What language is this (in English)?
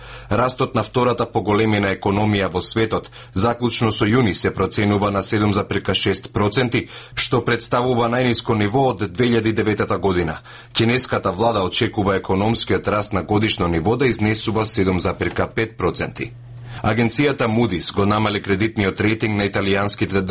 Macedonian